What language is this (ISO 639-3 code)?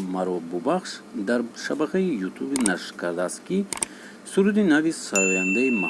tgk